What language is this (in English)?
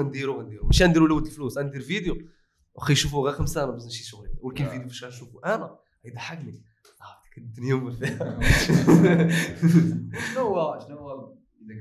Moroccan Arabic